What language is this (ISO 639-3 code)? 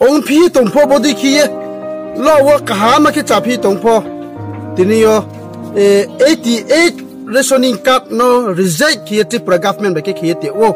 ria